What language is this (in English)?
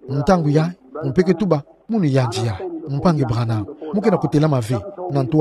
Kituba (Democratic Republic of Congo)